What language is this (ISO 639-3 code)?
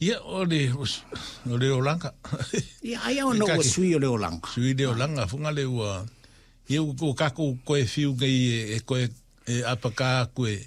smo